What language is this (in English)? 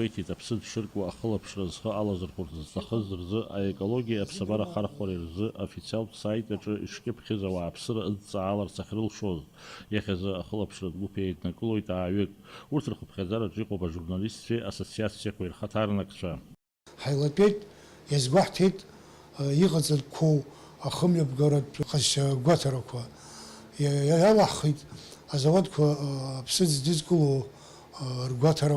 Abkhazian